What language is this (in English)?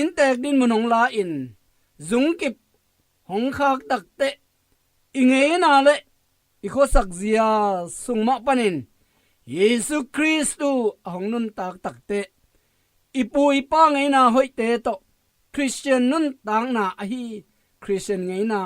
Tedim Chin